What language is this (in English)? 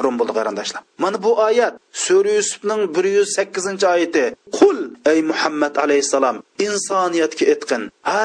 Uyghur